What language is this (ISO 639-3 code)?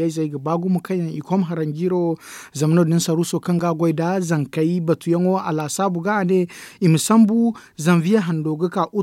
dje